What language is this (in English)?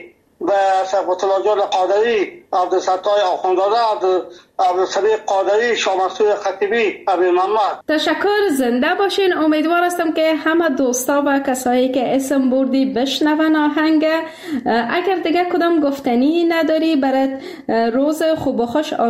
Persian